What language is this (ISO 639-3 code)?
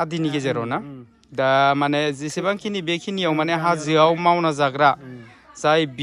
brx